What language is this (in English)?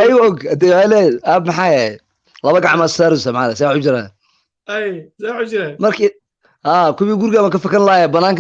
Somali